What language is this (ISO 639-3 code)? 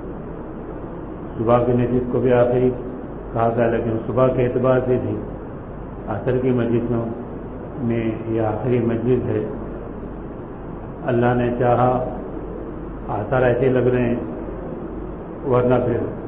urd